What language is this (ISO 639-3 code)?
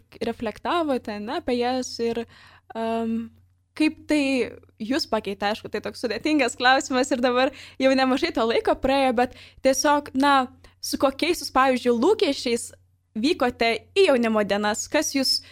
lit